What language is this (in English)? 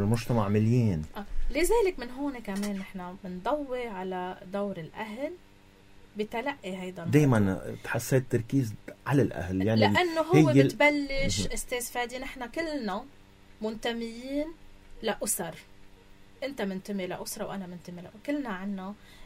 North Levantine Arabic